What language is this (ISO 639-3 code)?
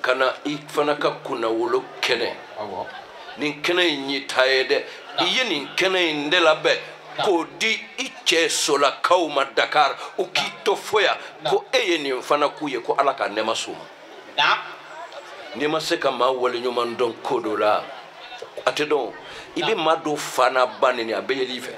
bam